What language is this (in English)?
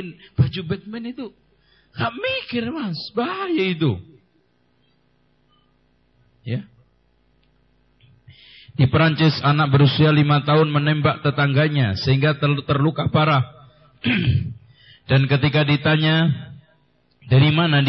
Indonesian